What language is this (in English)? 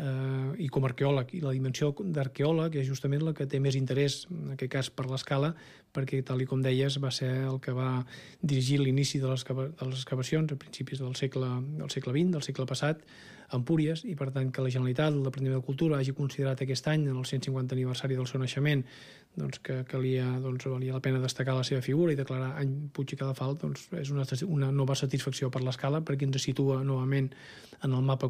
Catalan